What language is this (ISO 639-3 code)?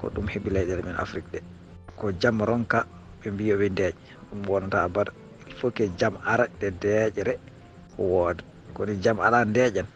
ful